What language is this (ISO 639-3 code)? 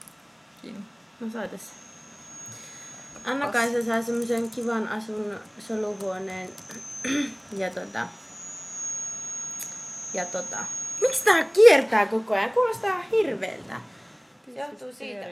fin